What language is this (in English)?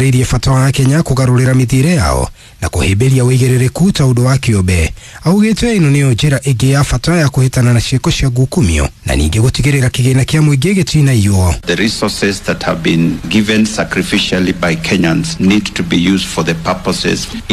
Kikuyu